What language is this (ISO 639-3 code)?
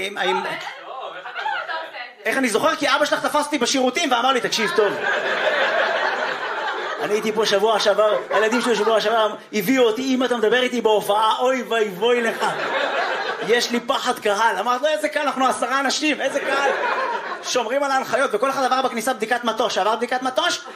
heb